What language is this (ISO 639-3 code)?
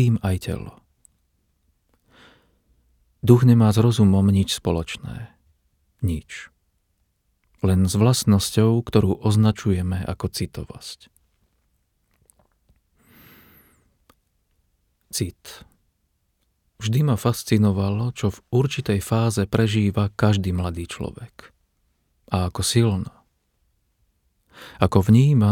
slk